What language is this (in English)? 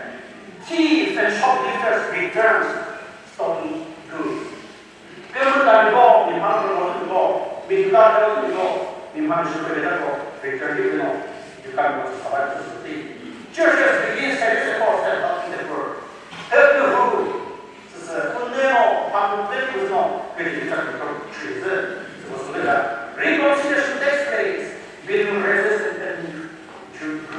Chokri Naga